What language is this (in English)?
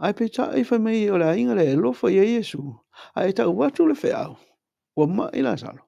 Samoan